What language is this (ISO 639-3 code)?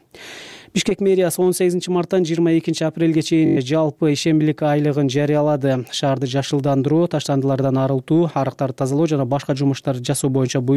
kir